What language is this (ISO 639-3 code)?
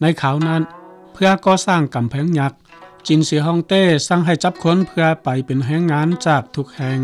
lao